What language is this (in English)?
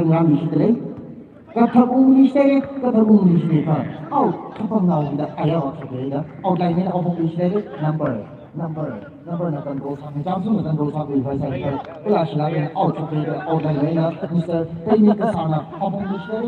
Tangkhul Naga (India)